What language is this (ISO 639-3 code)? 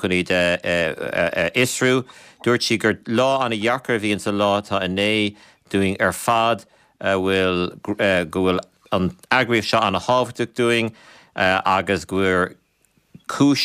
gle